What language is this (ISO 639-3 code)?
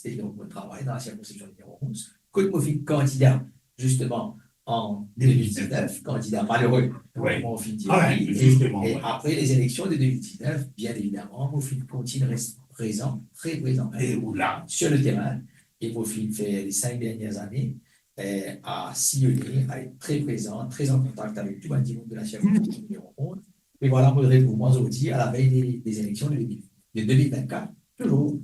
mfe